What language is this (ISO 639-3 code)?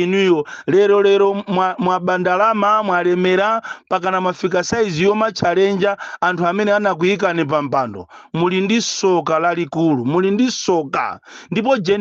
nya